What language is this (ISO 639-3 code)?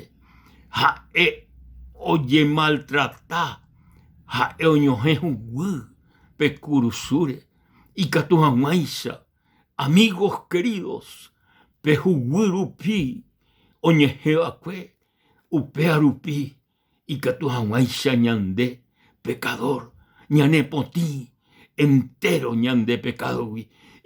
grn